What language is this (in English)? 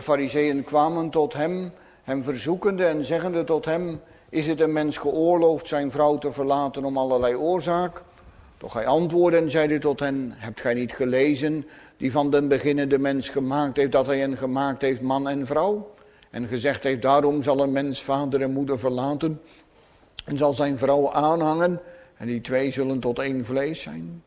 Dutch